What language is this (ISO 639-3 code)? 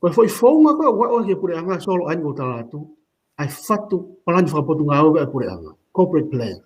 ton